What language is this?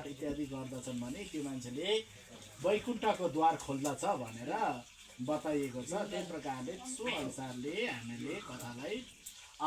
Nepali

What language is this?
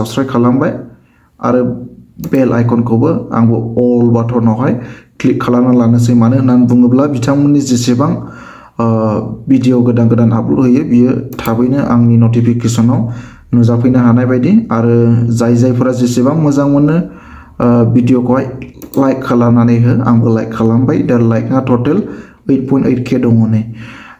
Bodo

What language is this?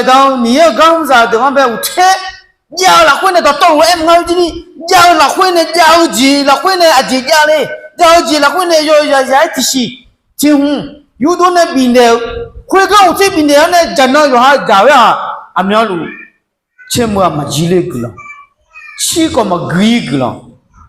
Akha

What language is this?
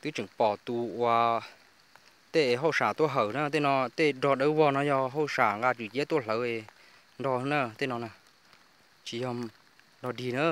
Hmong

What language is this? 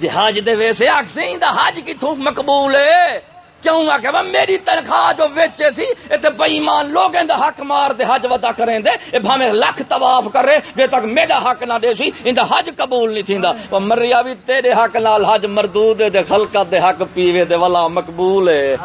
Saraiki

